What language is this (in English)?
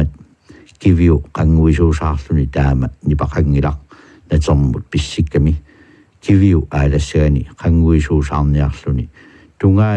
Kalaallisut